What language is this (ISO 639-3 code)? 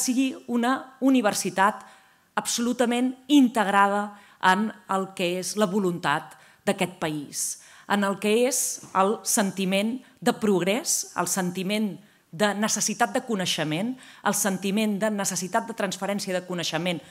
cat